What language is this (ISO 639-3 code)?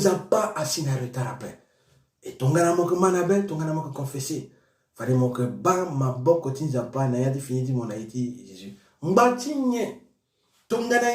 sag